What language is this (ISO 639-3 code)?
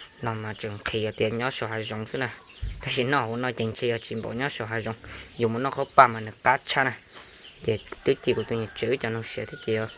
hmn